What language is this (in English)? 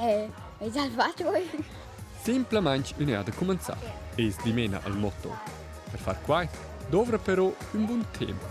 Romansh